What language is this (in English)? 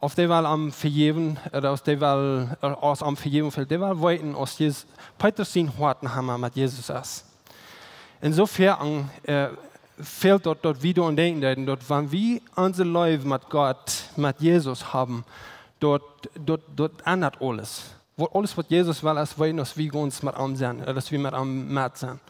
Plautdietsch